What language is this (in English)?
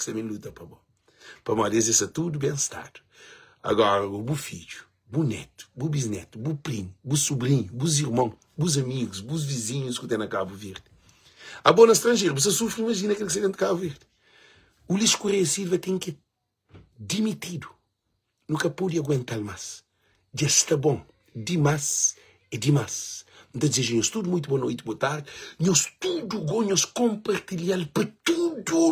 Kabuverdianu